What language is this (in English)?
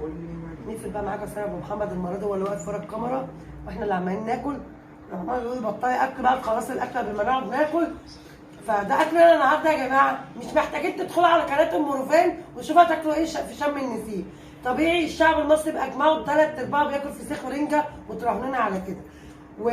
Egyptian Arabic